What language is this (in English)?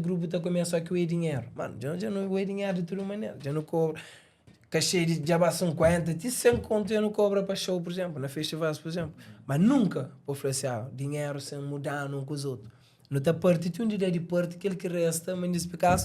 Kabuverdianu